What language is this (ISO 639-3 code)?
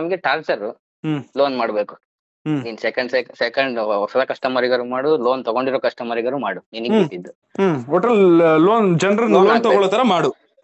kan